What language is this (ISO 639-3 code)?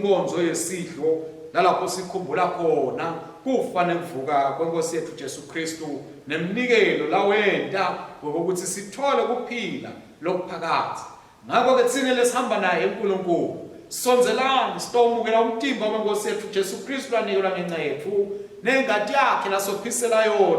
ssw